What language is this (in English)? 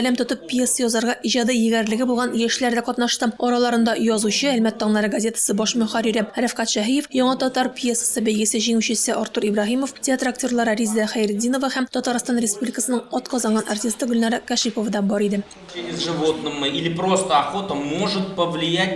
Tatar